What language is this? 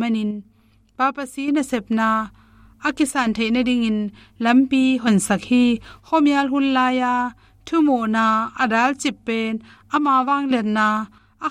Tedim Chin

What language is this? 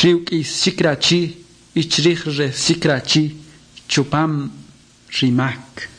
Kʼicheʼ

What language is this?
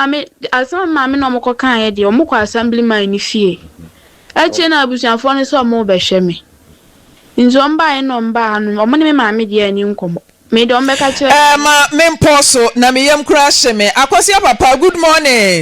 Akan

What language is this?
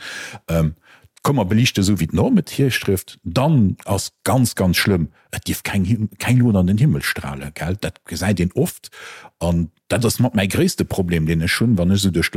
Luxembourgish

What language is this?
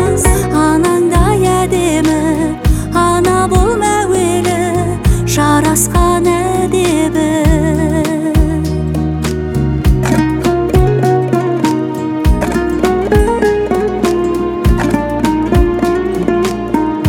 Kazakh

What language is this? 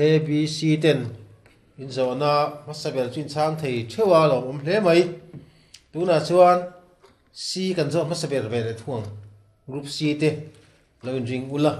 Mizo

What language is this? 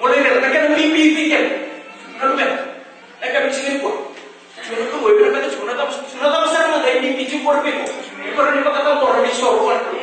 Fijian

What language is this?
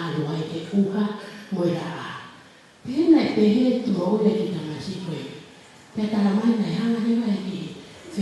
Tongan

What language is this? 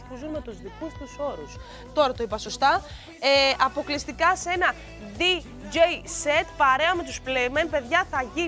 Greek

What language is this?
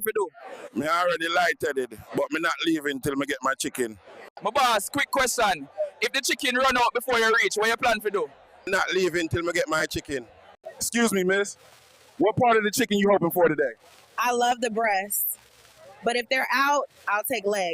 Jamaican Creole English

